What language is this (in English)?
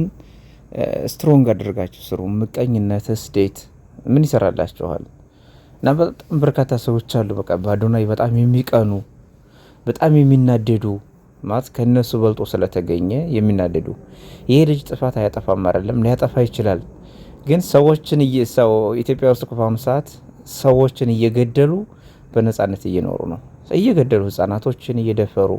Amharic